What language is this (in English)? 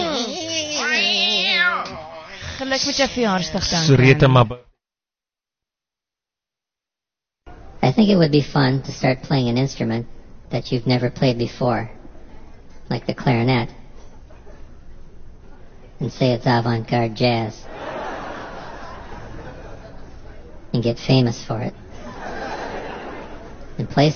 Afrikaans